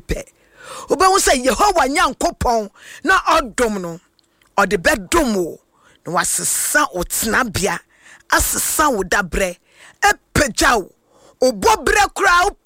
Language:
Akan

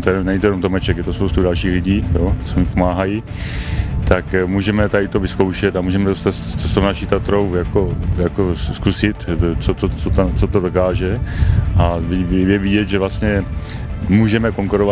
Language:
Czech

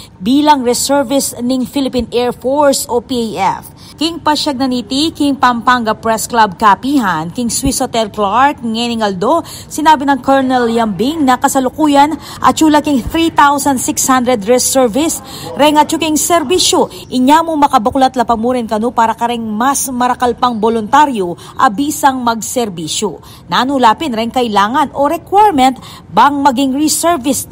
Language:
Pampanga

